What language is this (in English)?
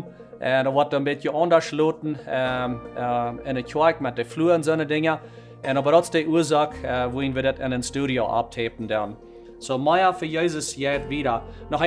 Plautdietsch